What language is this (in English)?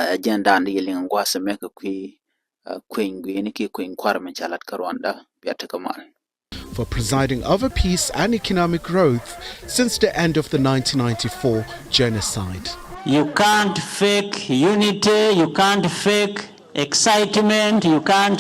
Nuer